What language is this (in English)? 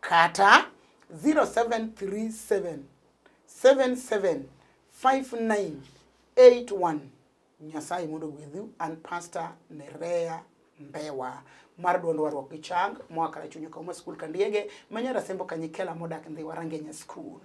Luo (Kenya and Tanzania)